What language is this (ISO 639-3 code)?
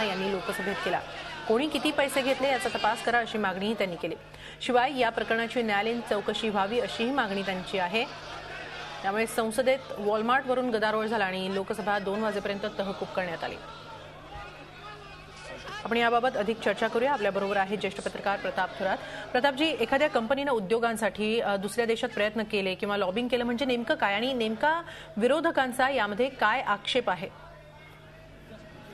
mar